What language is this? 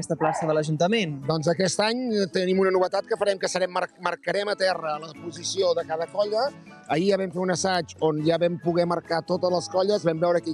Catalan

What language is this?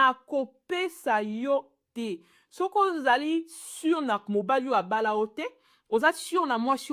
Lingala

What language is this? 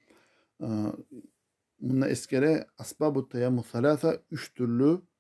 Kumyk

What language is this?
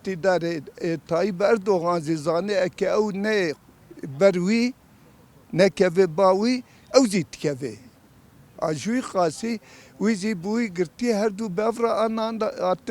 Kurdish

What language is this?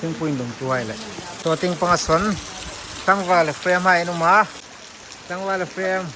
Hmar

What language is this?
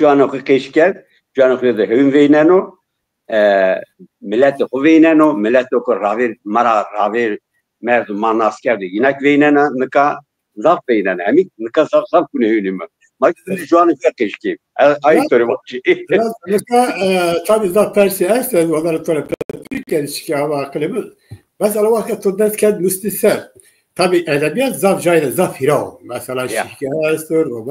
Zaza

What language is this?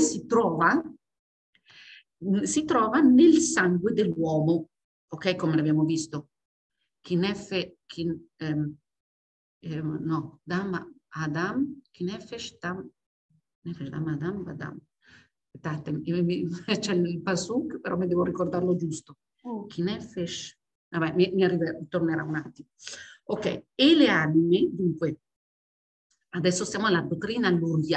Italian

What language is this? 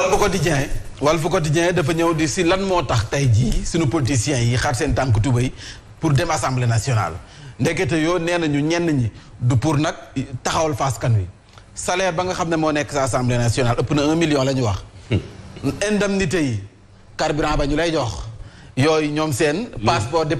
Wolof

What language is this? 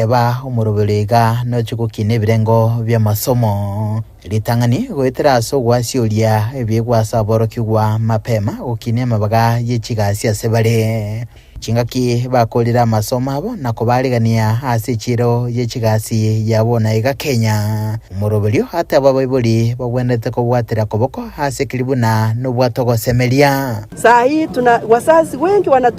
Gusii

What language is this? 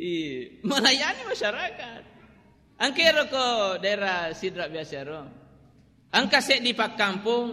Buginese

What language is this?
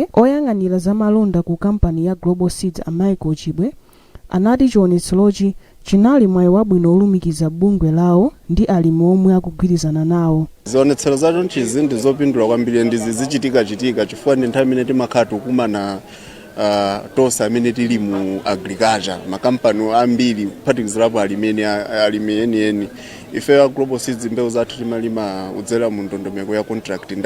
Nyanja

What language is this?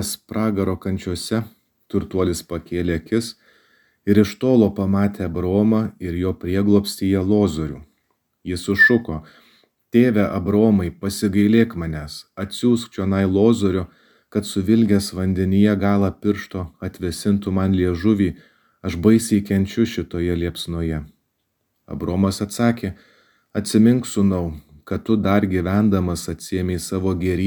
Lithuanian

